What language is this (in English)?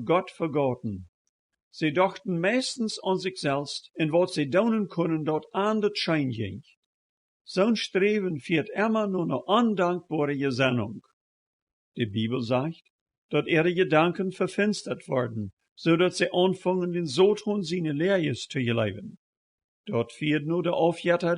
Plautdietsch